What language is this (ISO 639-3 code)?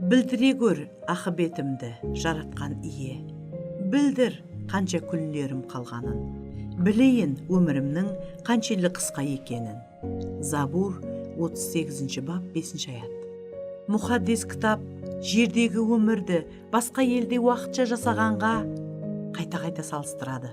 kaa